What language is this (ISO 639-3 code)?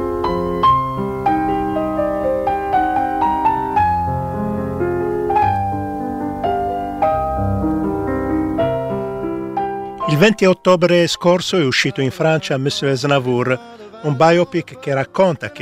ita